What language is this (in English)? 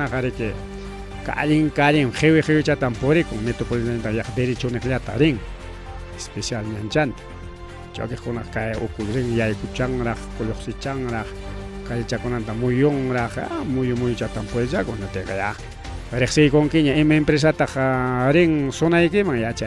Ayacucho Quechua